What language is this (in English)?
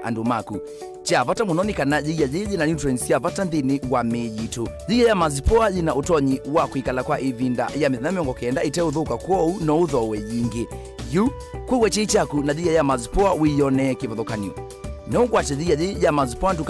Kamba